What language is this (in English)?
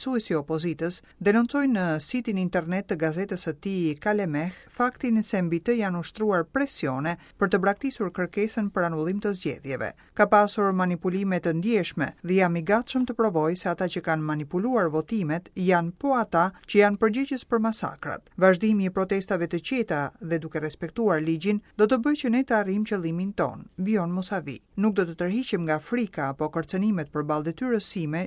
Albanian